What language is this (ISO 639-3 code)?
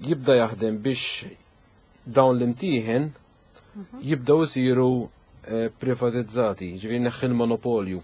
mlt